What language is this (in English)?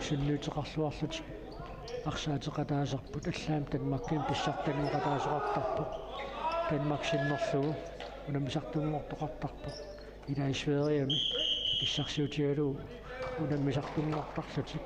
Kalaallisut